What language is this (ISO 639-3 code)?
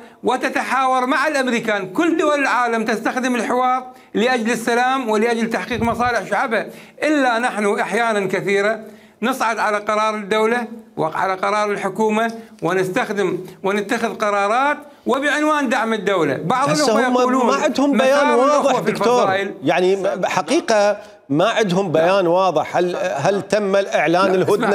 acm